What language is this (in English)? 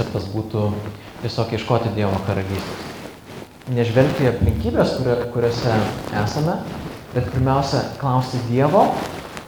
Lithuanian